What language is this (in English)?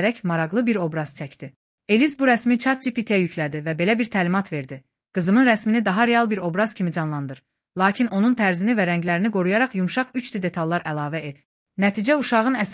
Azerbaijani